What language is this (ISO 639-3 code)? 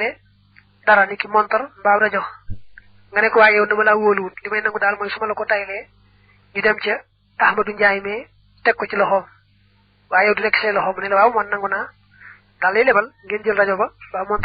wol